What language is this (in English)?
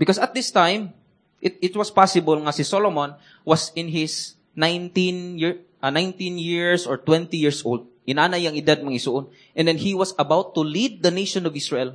Cebuano